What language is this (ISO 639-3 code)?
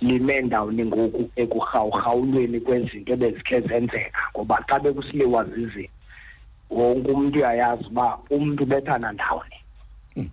xho